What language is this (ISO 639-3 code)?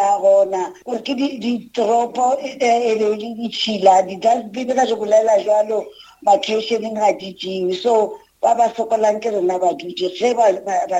nso